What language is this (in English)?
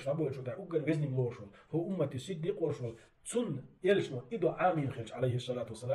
Chechen